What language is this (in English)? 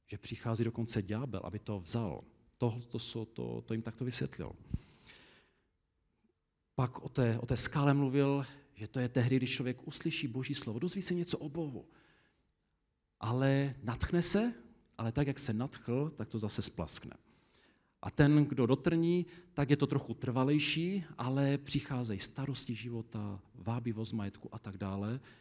Czech